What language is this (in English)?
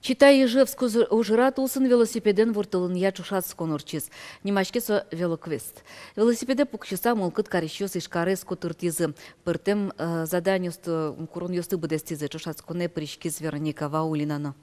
Udmurt